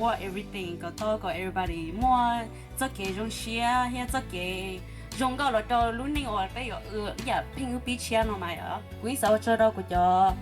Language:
Hmong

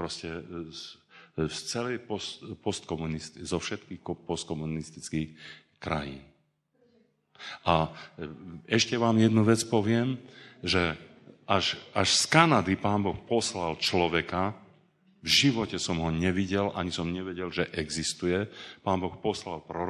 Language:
Slovak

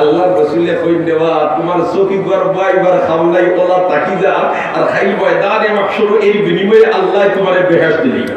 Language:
Sylheti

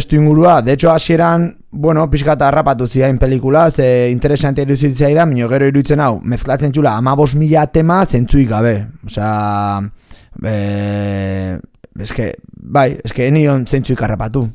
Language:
Basque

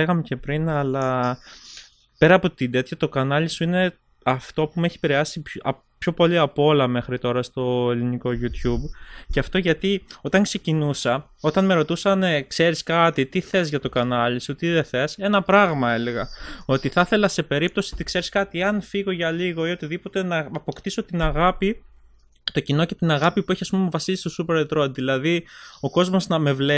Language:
Greek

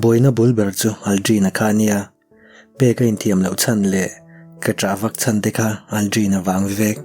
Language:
Mizo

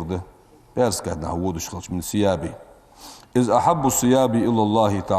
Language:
Ingush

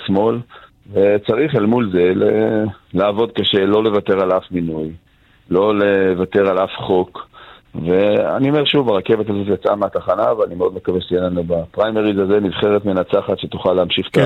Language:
Hebrew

